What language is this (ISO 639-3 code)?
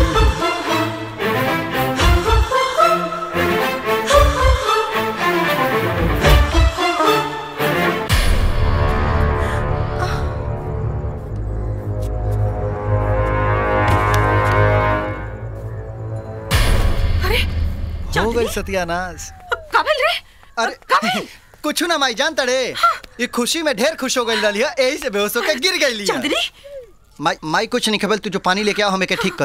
bho